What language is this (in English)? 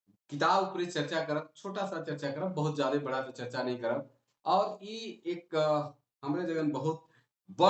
Sadri